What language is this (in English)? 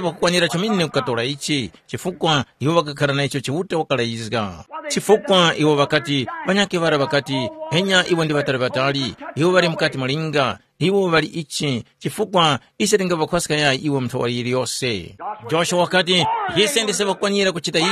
Tumbuka